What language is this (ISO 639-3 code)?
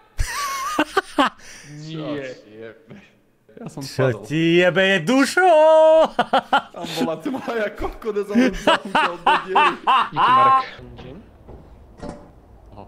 slk